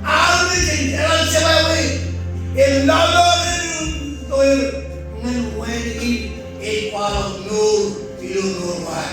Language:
Marshallese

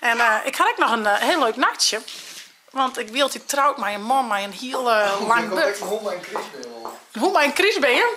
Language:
Western Frisian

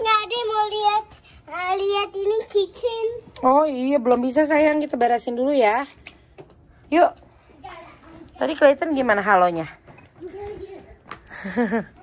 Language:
Indonesian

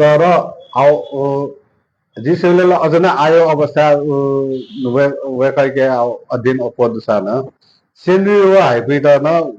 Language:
Newari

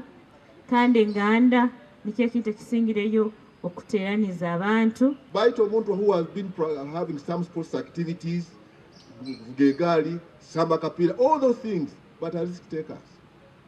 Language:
Nyankole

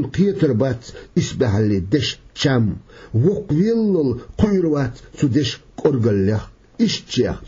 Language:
Chechen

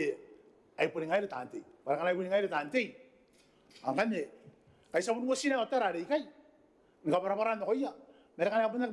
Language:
Gilbertese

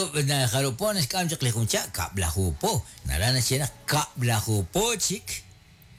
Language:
Kekchí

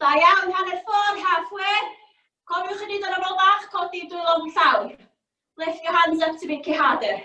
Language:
Welsh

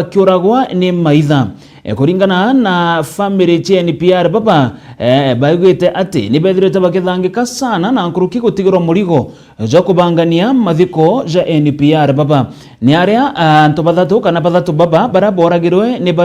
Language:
Meru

